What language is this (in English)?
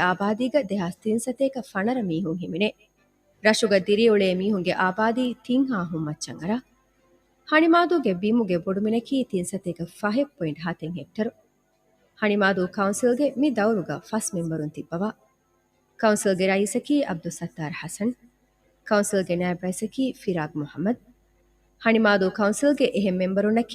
Divehi